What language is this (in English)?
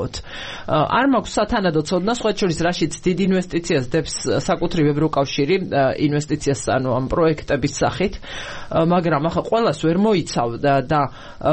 Georgian